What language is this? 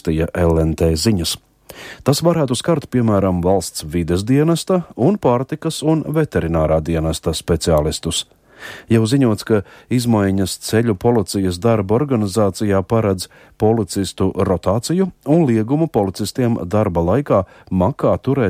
Latvian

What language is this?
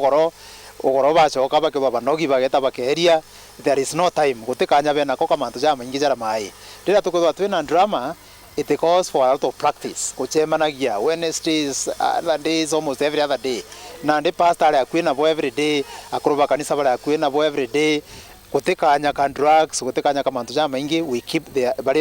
Meru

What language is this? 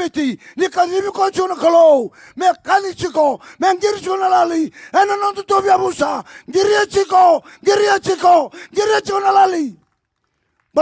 Fijian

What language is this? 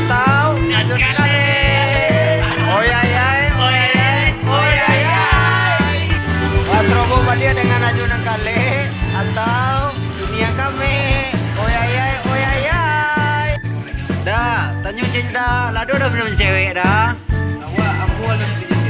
Minangkabau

